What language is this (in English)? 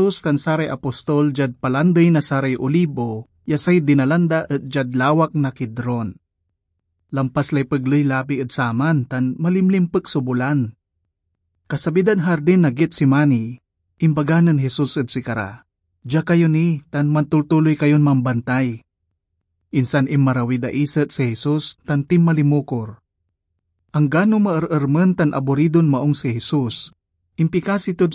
Pangasinan